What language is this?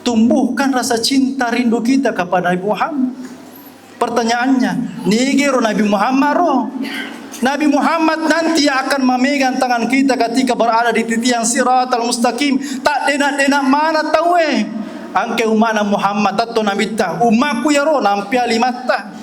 Buginese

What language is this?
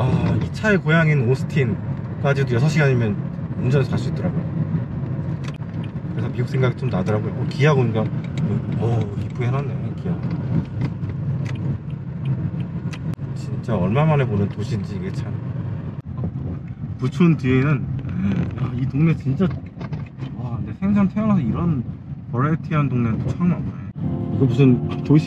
Korean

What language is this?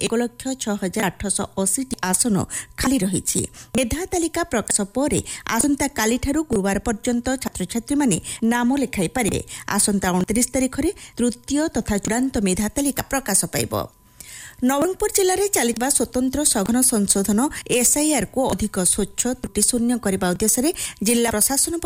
Odia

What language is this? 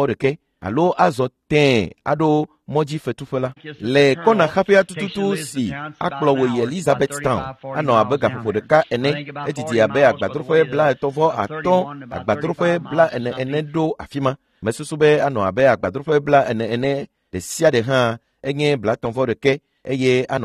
Ewe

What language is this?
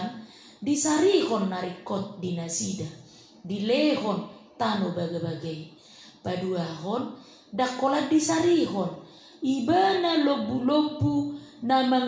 Batak Toba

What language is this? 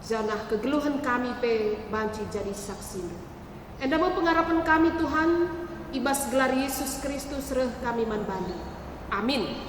Batak Karo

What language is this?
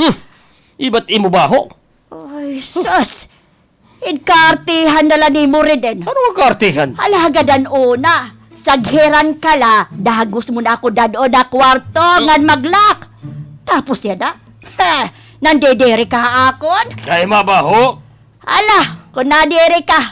Waray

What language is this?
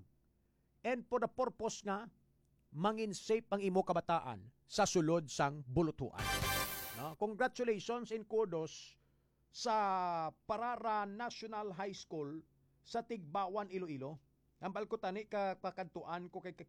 Hiligaynon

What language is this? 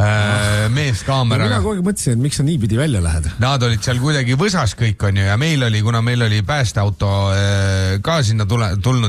Estonian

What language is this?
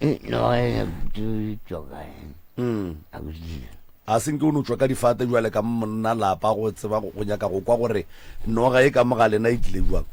Northern Sotho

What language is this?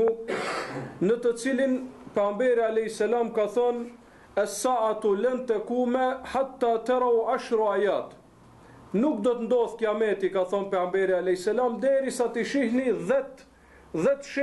Albanian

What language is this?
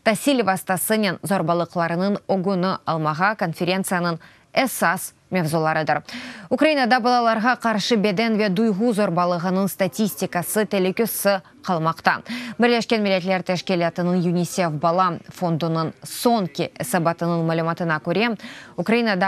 Crimean Tatar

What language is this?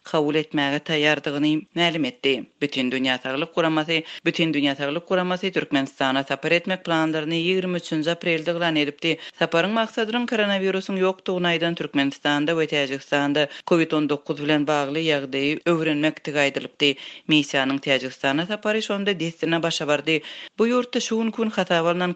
Turkmen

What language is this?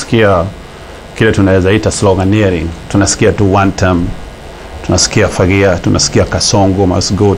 Kikuyu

